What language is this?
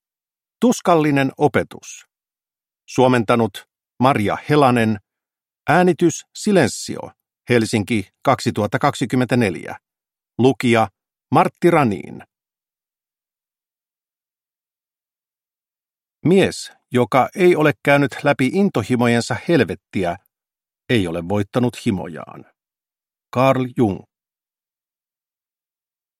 Finnish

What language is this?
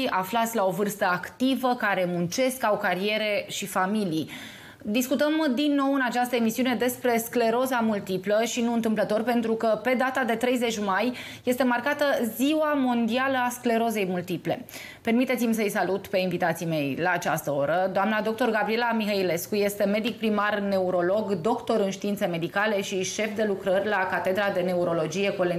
Romanian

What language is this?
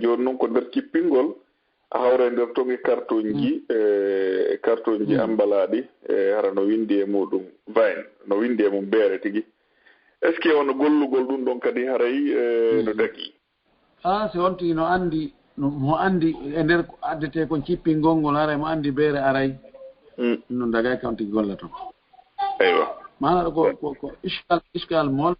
Fula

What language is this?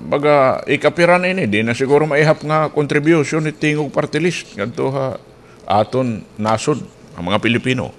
Waray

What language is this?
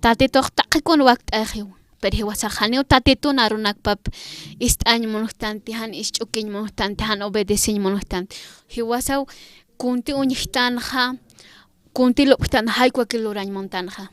Aymara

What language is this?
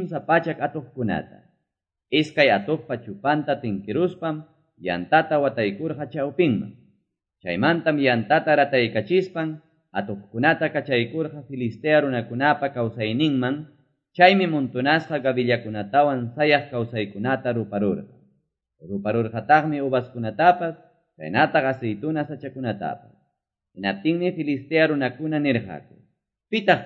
Quechua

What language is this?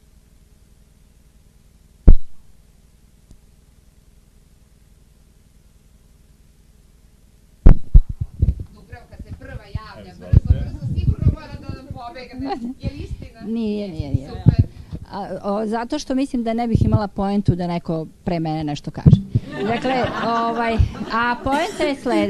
Serbian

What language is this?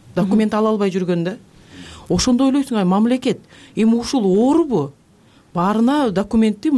Kyrgyz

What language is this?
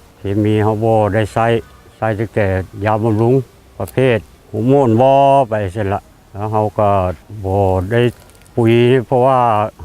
Lao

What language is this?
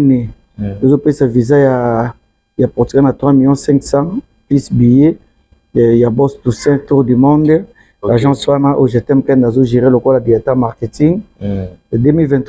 Lingala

